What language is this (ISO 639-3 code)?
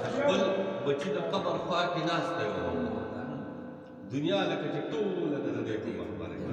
pus